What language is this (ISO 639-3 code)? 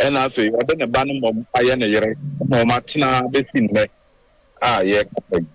aka